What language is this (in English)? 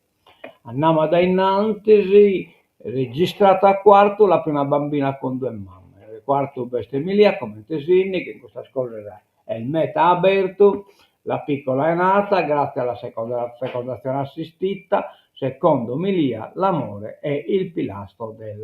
Sardinian